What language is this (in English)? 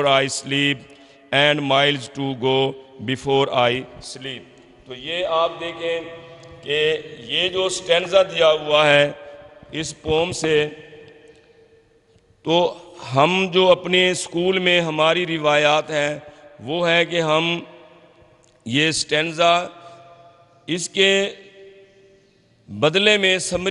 Urdu